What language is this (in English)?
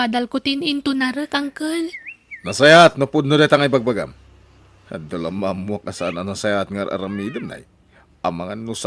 Iloko